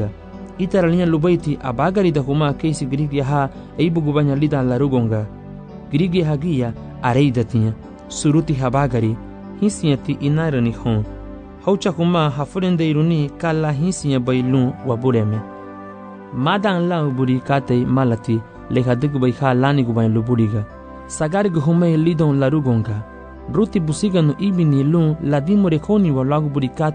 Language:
Garifuna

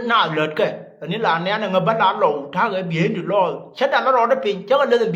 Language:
Nuer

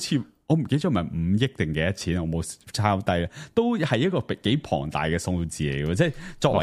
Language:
Cantonese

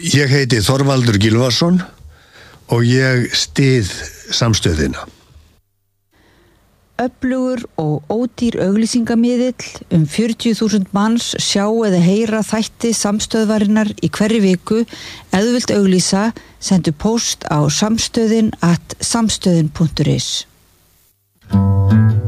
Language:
Icelandic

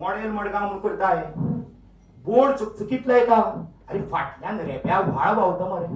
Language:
Konkani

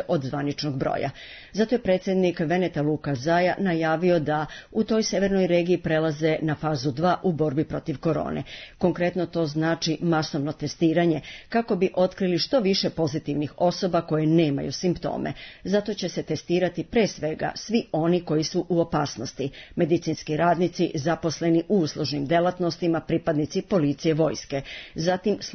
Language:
Serbian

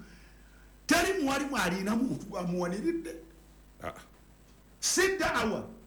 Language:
Ganda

